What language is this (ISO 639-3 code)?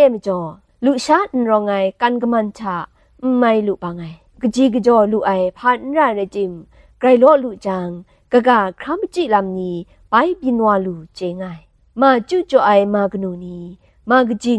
kac